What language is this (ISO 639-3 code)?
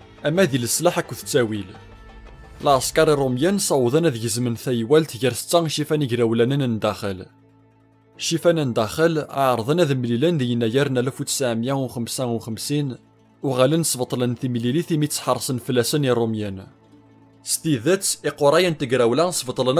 kab